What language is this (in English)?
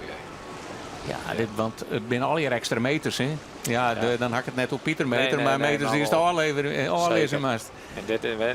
Western Frisian